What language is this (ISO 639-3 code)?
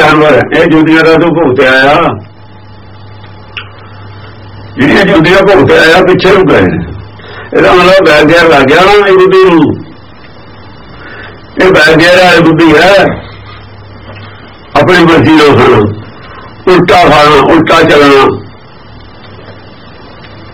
pan